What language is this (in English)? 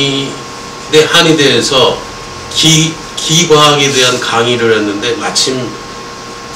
Korean